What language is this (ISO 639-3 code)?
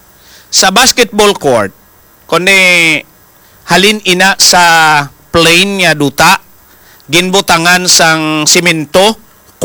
hil